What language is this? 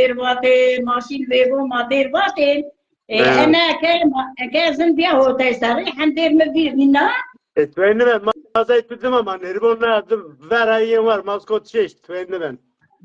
Zaza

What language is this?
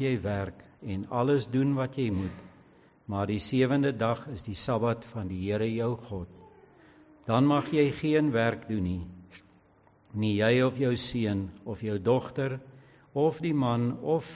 Afrikaans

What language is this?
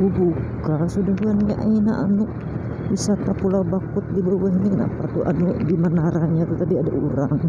Banjar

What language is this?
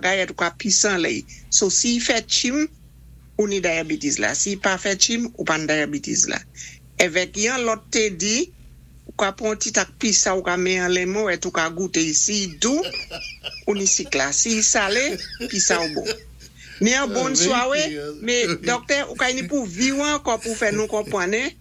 Saint Lucian Creole French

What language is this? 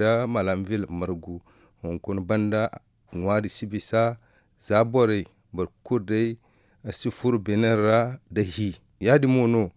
Zarma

